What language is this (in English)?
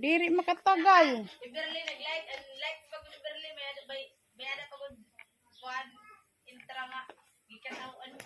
Waray